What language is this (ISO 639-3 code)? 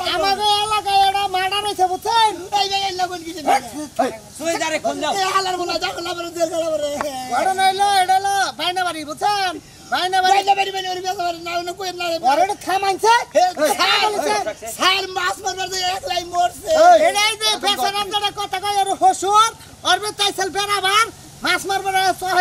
ben